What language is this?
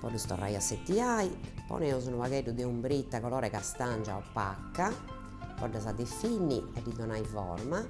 Sardinian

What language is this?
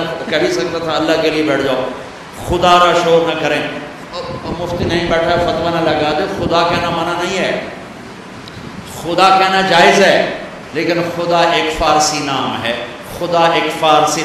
Urdu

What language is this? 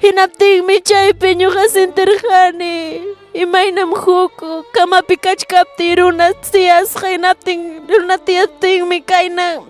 Ayacucho Quechua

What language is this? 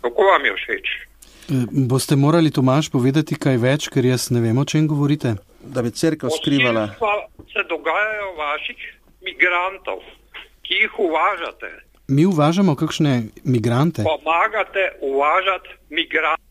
Slovenian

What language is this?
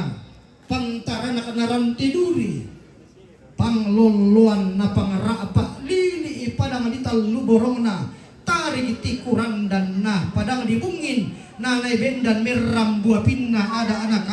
Toraja-Sa'dan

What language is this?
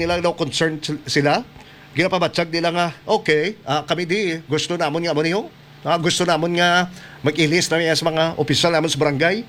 Hiligaynon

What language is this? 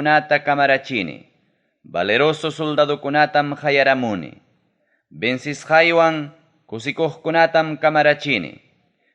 Ayacucho Quechua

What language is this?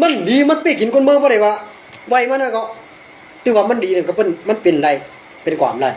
Shan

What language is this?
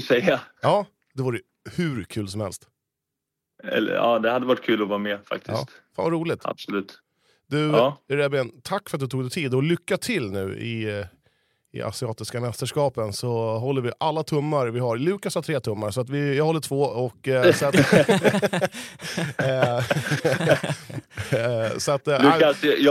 Swedish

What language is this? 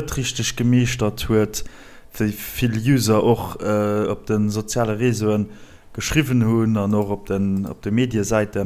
Luxembourgish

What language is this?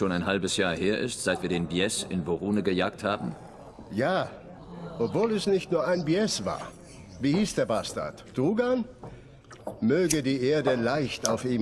Swiss German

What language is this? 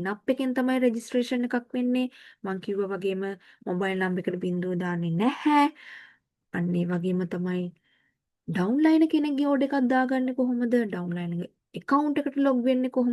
Sinhala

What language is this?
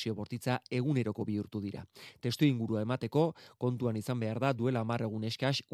Basque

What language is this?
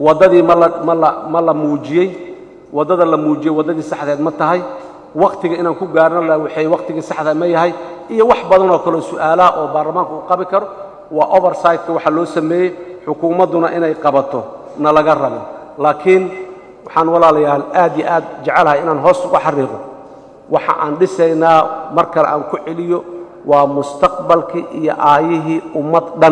Somali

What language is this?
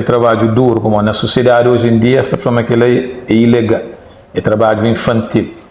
Kabuverdianu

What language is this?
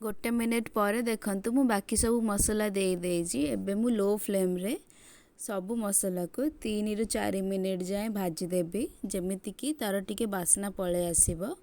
Odia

